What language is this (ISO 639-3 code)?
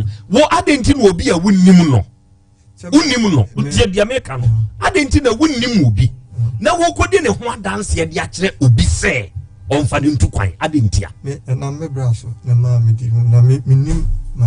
aka